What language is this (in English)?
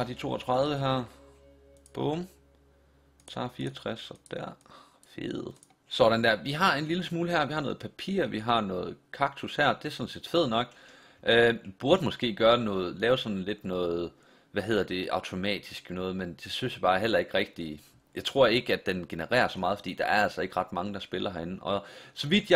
Danish